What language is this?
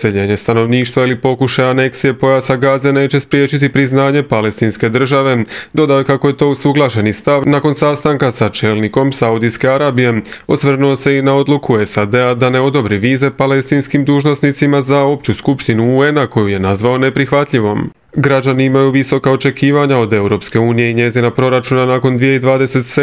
Croatian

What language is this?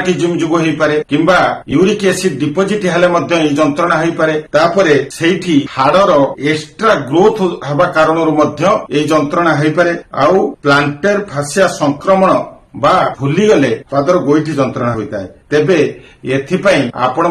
Odia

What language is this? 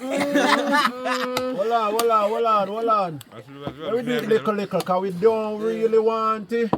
Jamaican Creole English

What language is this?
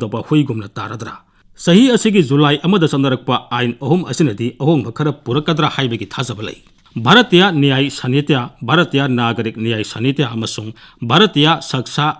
Manipuri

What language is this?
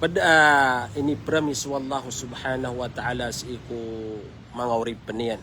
Maranao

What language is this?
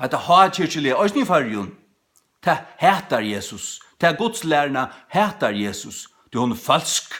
Faroese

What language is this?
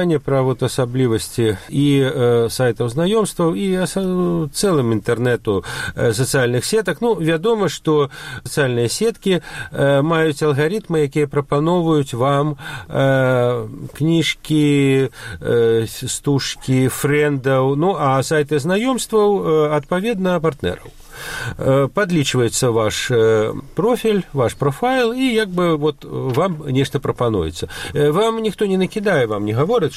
Belarusian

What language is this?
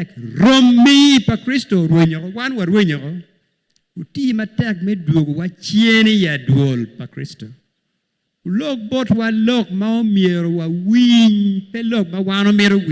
Acoli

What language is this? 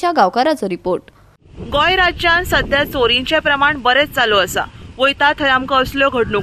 Konkani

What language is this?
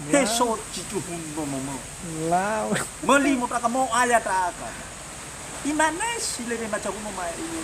Nias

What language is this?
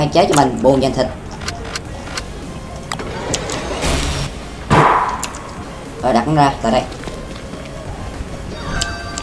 Vietnamese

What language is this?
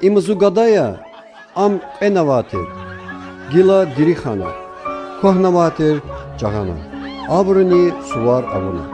Lezghian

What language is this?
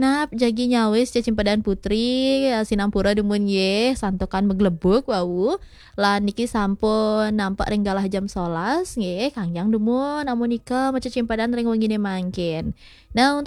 Balinese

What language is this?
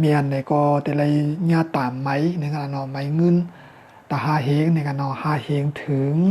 Shan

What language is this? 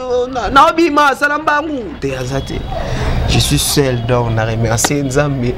Lingala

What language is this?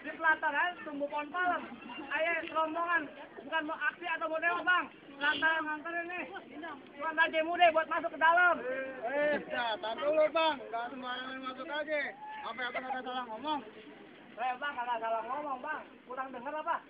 Betawi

